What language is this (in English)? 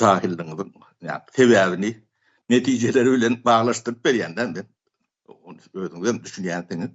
Turkmen